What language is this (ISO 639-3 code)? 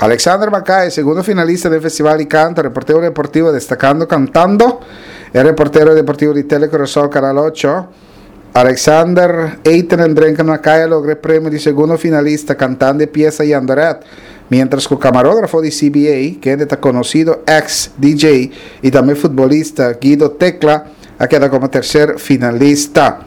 pap